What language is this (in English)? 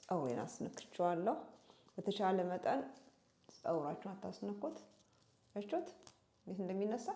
Amharic